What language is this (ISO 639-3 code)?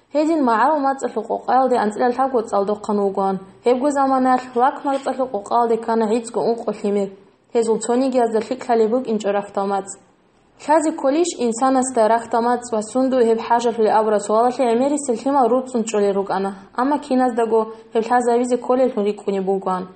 ava